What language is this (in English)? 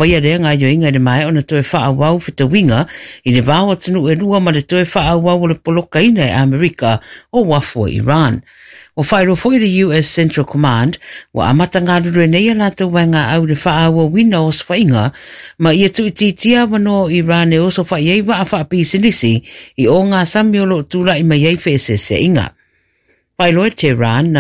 Samoan